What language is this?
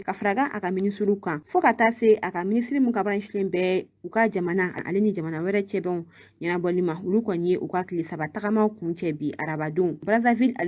Bambara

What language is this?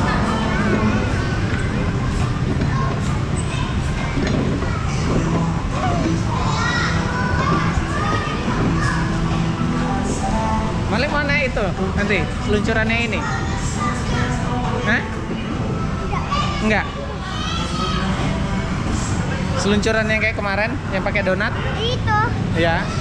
Indonesian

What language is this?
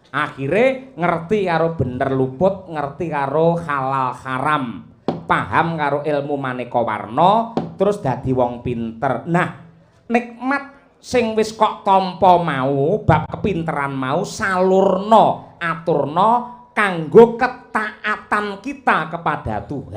Javanese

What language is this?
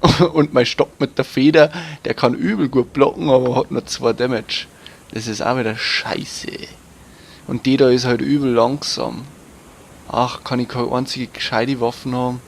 Bavarian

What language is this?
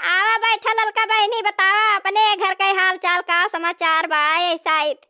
Awadhi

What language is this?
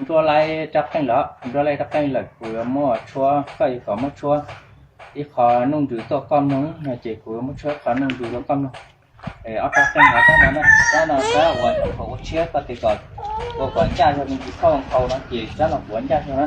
Hmong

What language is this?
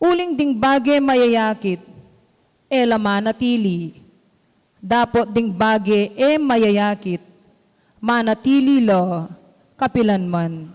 Pampanga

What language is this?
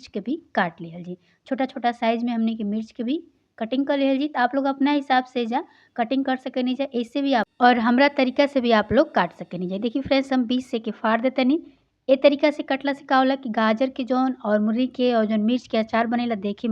Bhojpuri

